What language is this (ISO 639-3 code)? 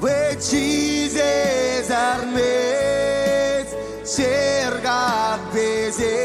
mah